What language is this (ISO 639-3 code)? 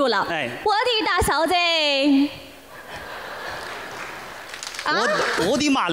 zho